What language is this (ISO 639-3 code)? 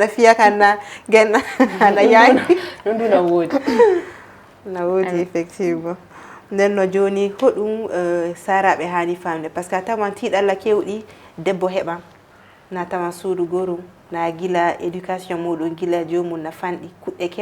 ful